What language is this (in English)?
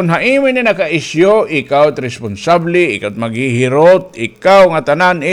Waray